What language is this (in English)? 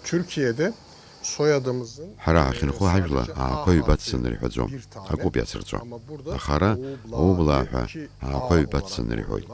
Abkhazian